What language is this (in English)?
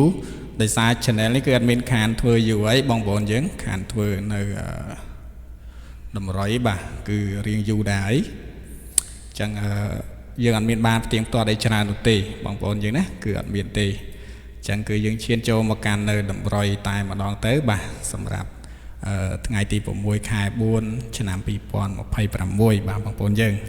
Khmer